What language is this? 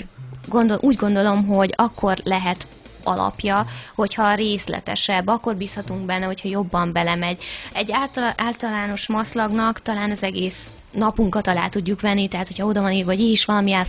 Hungarian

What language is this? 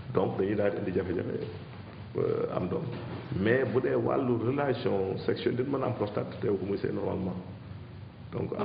Wolof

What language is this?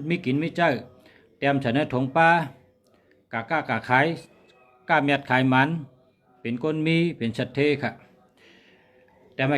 Shan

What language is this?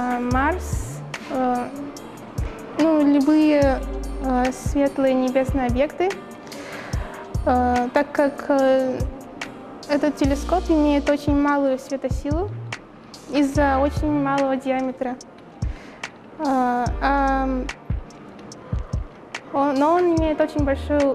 Russian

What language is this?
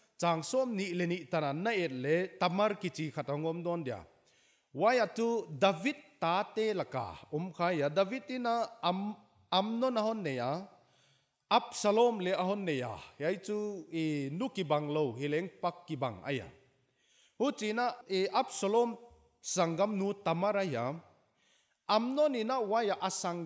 Paite Chin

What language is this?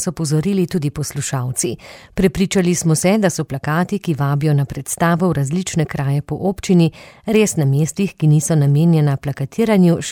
Slovenian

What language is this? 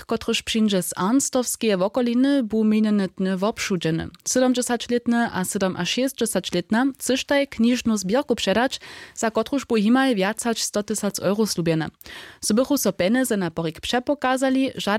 Upper Sorbian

